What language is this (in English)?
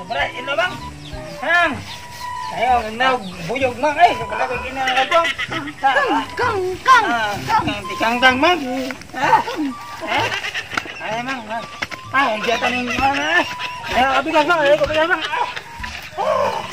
Cebuano